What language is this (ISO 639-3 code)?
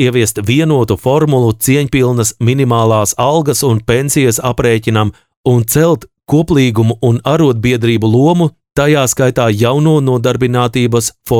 lav